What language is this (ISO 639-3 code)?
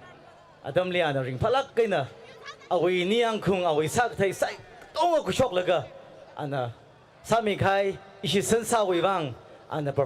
nmf